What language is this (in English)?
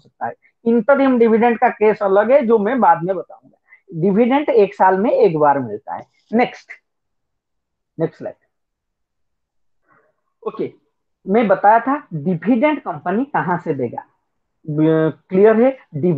Hindi